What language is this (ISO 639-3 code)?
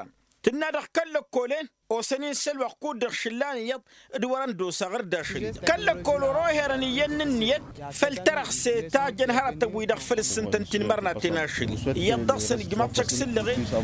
taq